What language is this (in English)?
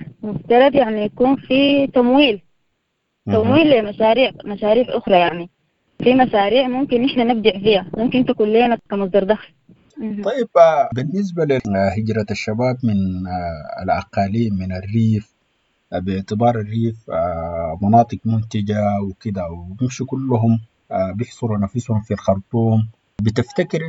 Sudanese Arabic